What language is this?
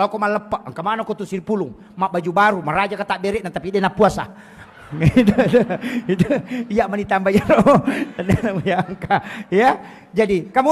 Buginese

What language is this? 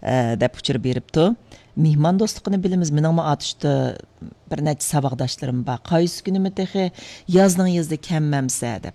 Uyghur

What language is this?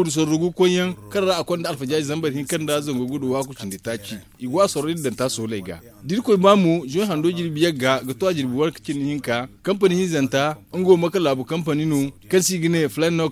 Zarma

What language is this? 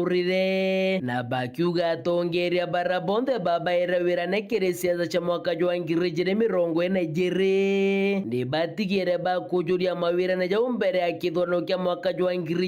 Meru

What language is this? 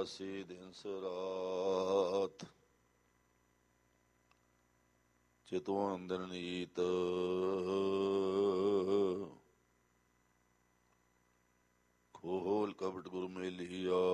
Punjabi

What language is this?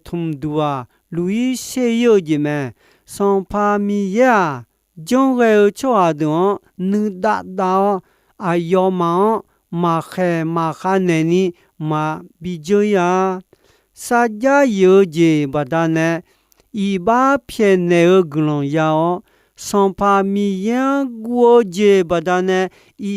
Akha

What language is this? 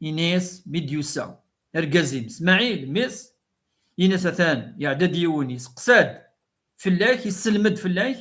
Kabyle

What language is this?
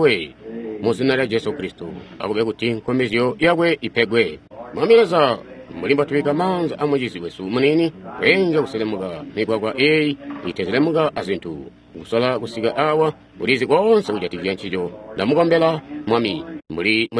Tonga (Zambia)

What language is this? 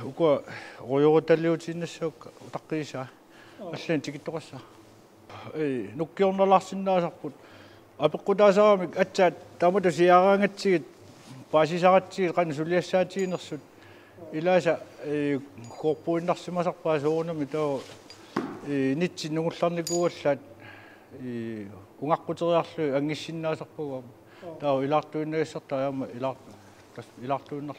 Kalaallisut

